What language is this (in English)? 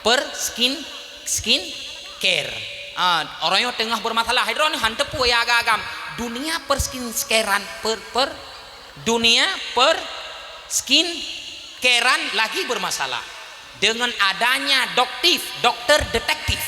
Achinese